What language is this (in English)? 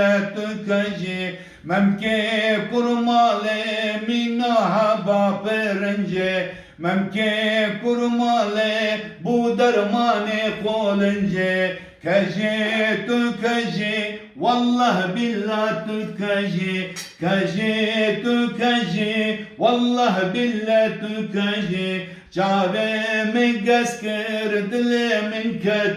Kurdish